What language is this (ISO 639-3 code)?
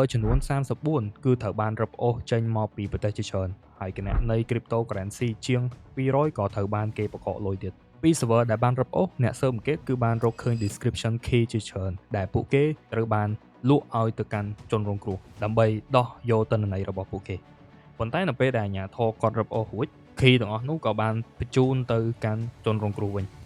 khm